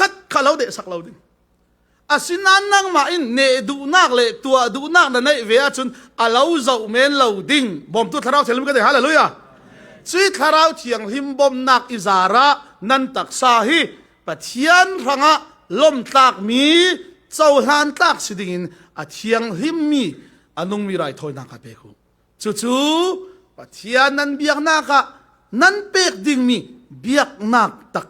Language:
Falam Chin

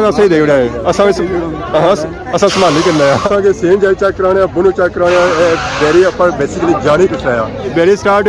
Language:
Pahari-Potwari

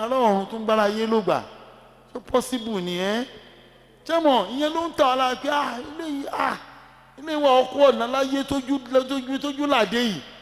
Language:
Yoruba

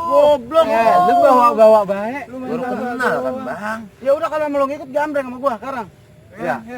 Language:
Betawi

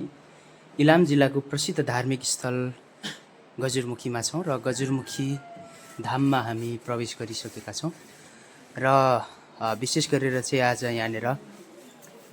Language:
Nepali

